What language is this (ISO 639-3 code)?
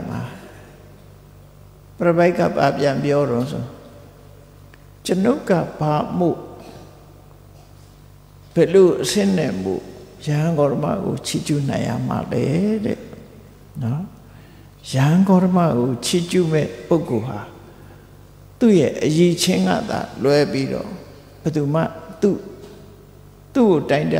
mya